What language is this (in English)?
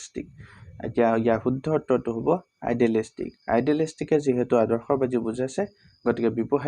Assamese